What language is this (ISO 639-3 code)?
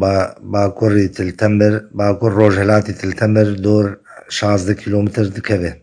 kur